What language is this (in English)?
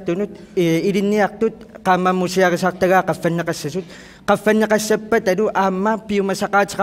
Kalaallisut